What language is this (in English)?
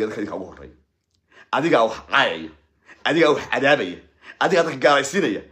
Somali